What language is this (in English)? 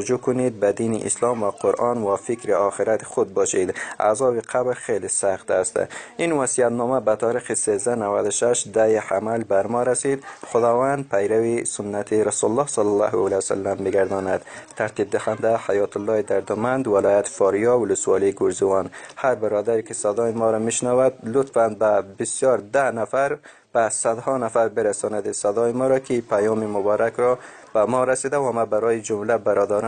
Tajik